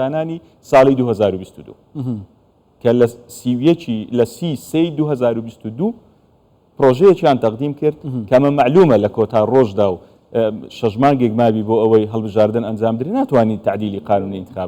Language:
Central Kurdish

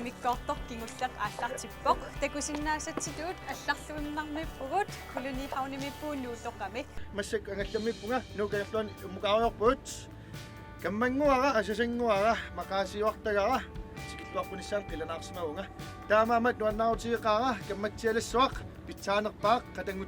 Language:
Kalaallisut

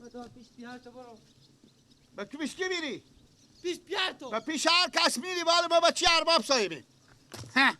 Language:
Persian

